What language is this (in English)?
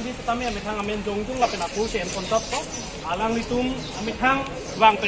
Karbi